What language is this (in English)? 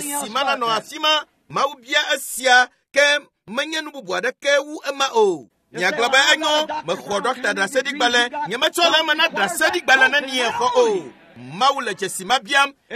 Ewe